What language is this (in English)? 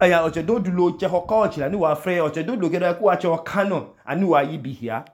Idoma